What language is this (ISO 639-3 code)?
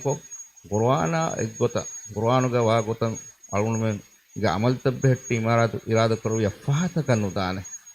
div